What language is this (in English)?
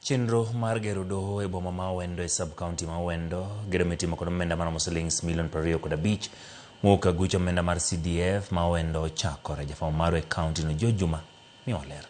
Luo (Kenya and Tanzania)